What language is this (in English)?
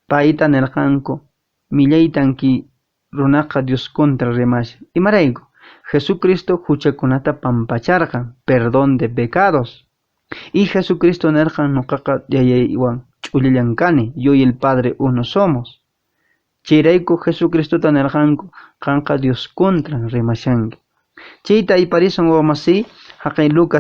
Quechua